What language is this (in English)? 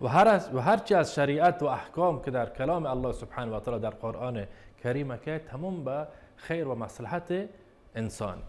Baluchi